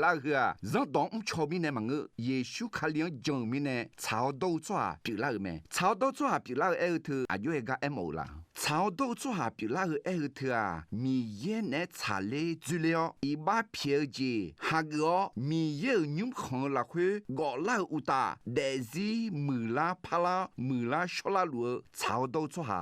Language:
Akha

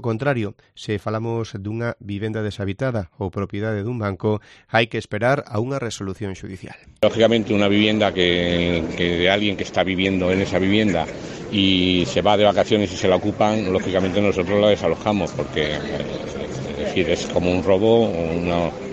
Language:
Galician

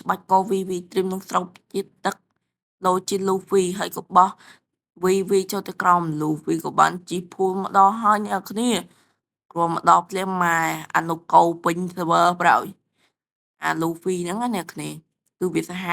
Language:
Khmer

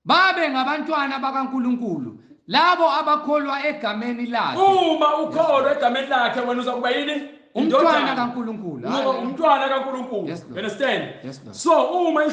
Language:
Zulu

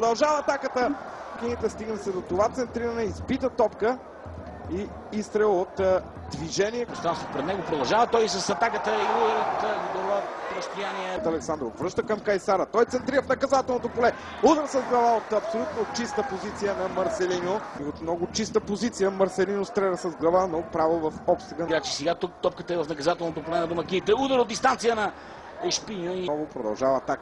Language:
Bulgarian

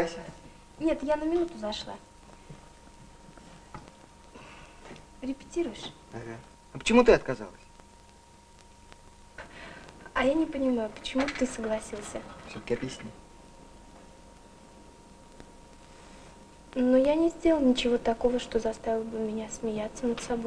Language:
Russian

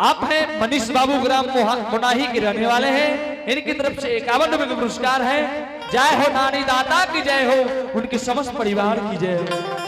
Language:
Angika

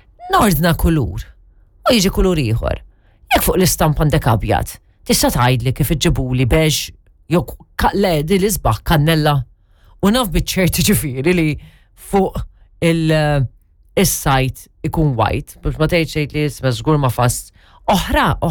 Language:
Maltese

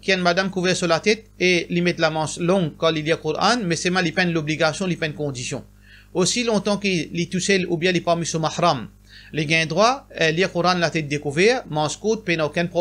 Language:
Morisyen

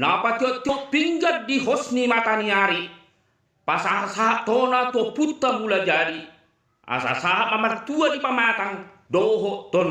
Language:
Batak Toba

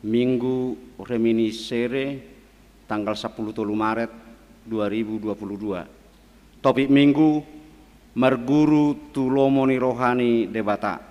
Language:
Batak Toba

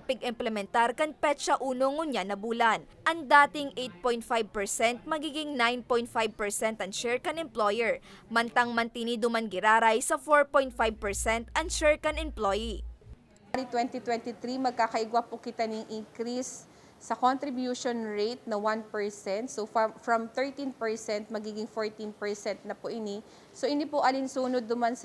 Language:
Bikol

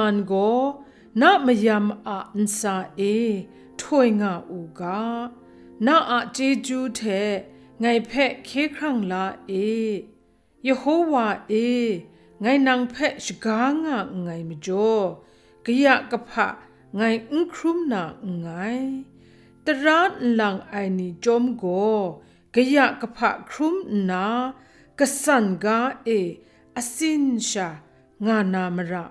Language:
Kachin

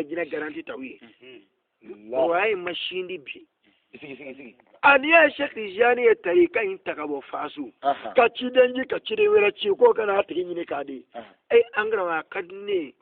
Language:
Bambara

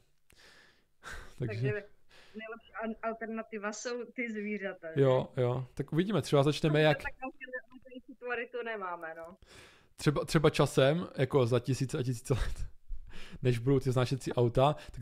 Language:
Czech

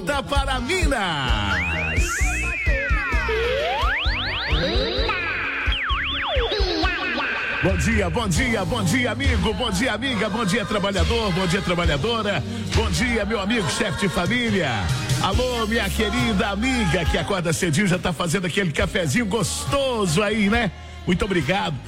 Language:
Portuguese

